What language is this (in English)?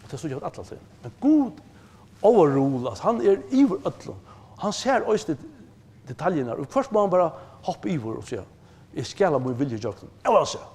Faroese